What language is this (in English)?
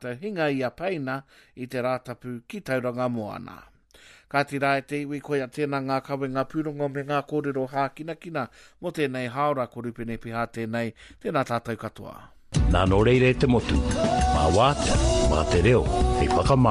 Māori